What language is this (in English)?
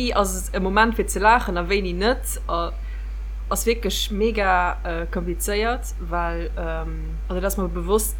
Luxembourgish